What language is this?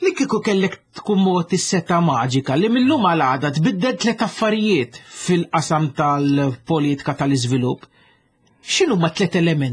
Maltese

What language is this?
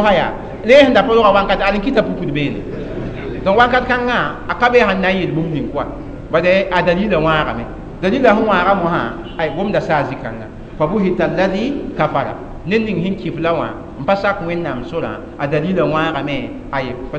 Mossi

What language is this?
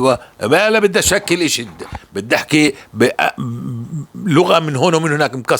North Levantine Arabic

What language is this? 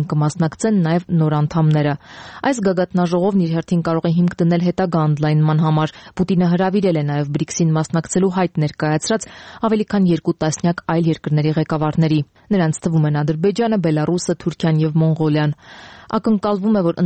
Armenian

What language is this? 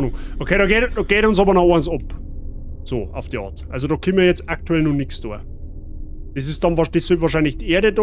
Bavarian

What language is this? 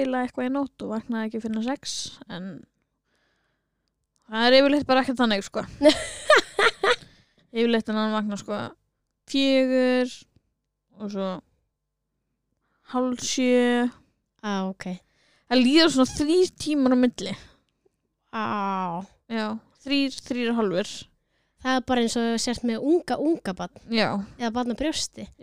Icelandic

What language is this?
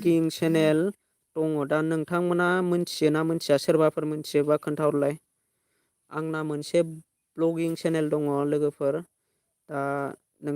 Bodo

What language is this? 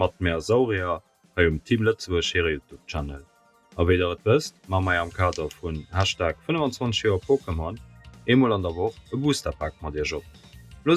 Luxembourgish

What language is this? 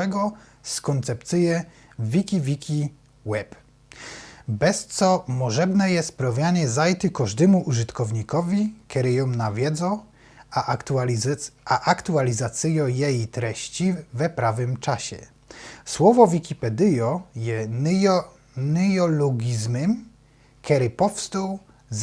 Silesian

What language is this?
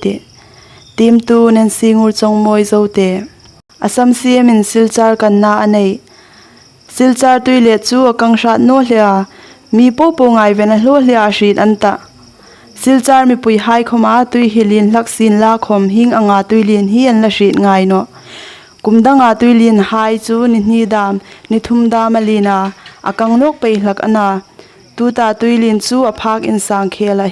Hmar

